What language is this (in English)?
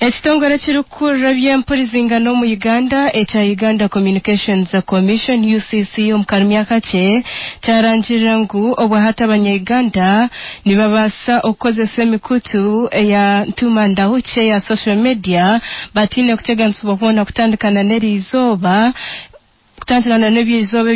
Nyankole